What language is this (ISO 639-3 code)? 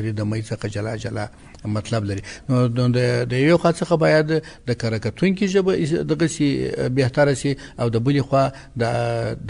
pus